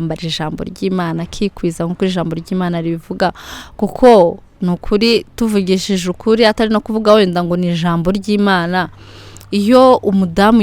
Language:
Kinyarwanda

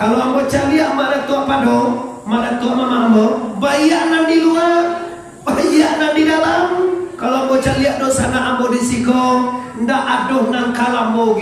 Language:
Minangkabau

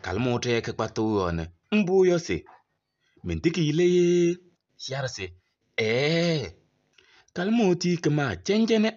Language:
Kabiyè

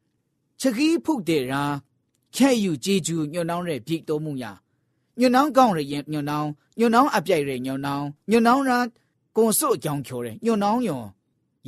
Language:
Burmese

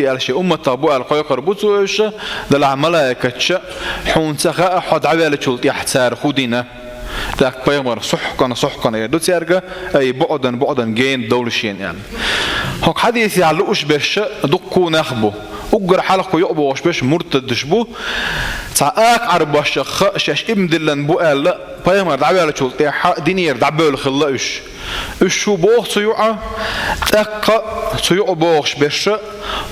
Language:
Chechen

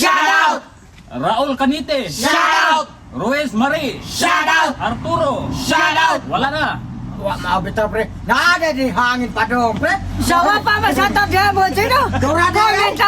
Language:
Cebuano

